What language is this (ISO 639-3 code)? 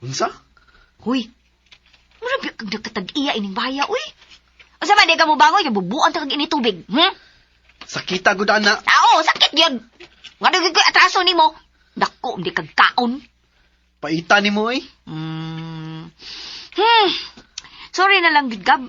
ceb